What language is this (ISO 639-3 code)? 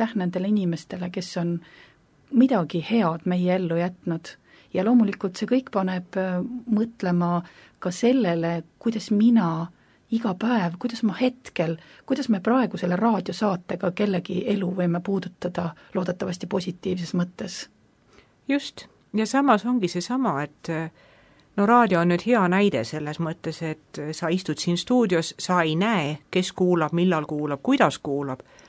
est